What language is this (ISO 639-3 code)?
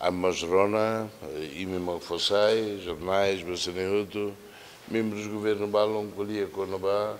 tet